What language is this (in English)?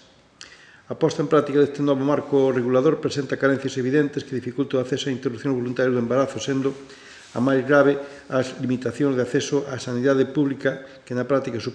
Galician